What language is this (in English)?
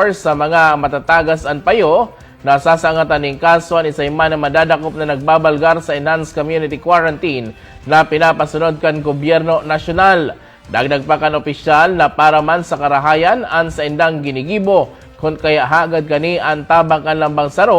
Bikol